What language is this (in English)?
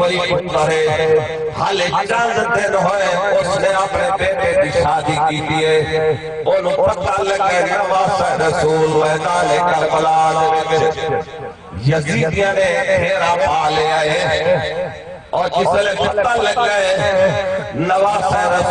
Saraiki